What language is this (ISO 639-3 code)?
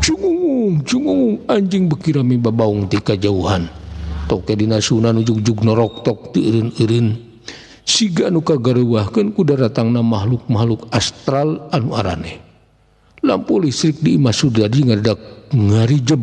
sun